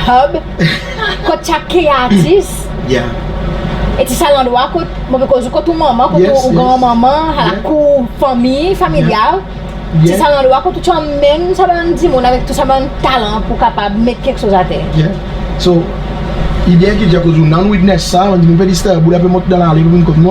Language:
Seselwa Creole French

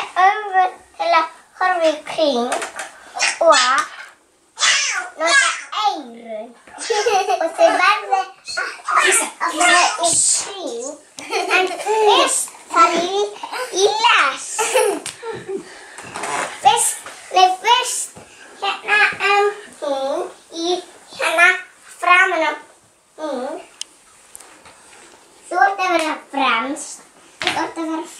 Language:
Icelandic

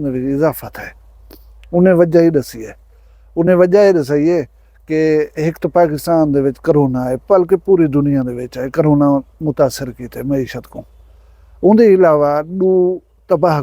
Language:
Saraiki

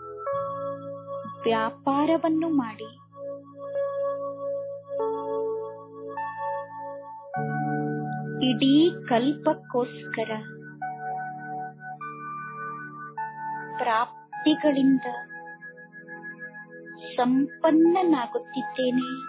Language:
Kannada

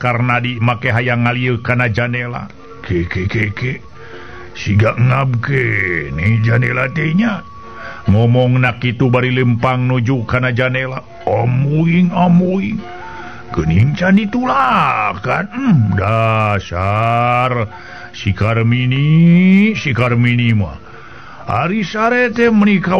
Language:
Sundanese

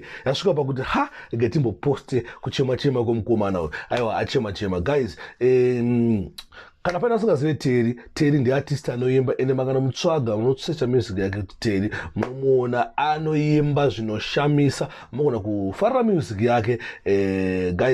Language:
Shona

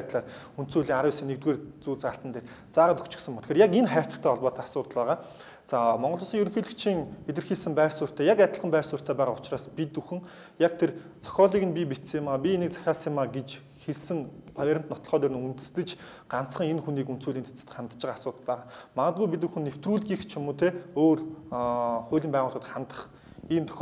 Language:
Mongolian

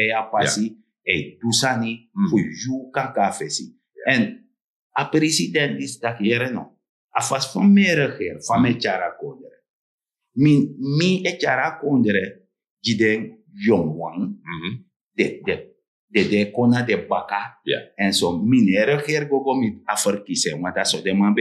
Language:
Sranan Tongo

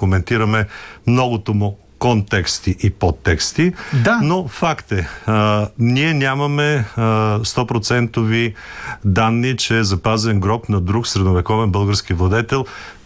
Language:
Bulgarian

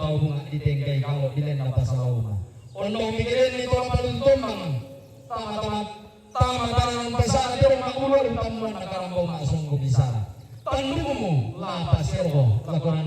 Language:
Toraja-Sa'dan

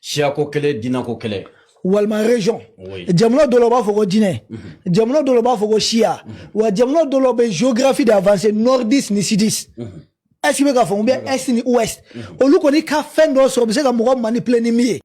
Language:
Bambara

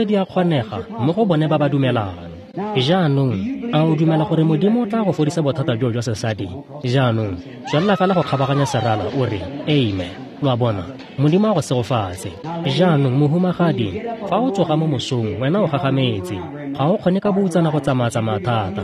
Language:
Tswana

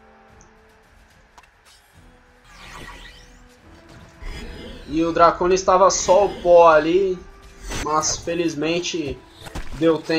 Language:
Portuguese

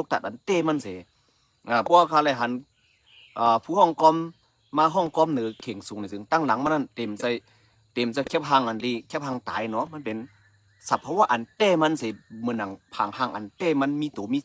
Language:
Shan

